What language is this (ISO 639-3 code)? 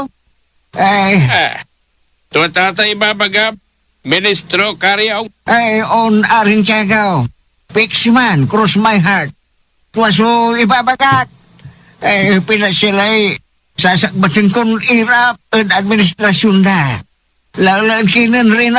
pag